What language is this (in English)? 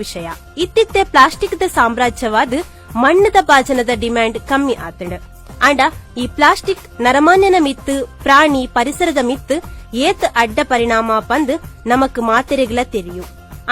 Tulu